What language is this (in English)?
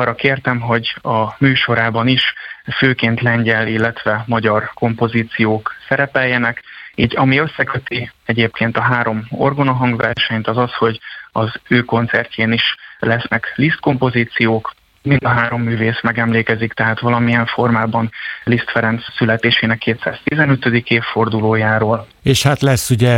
Hungarian